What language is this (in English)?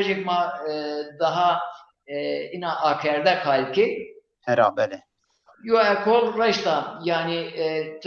Zaza